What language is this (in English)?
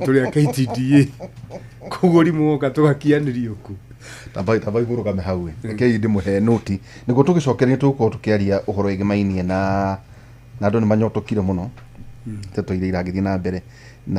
Kikuyu